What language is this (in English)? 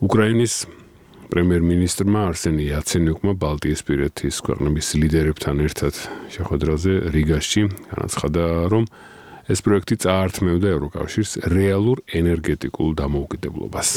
Georgian